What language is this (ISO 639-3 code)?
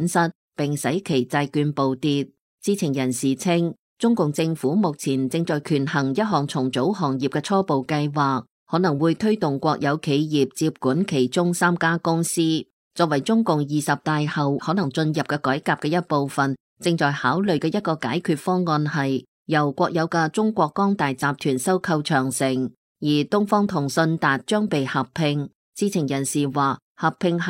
yue